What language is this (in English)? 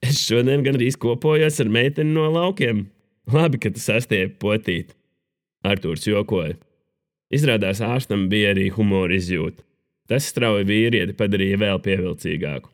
Latvian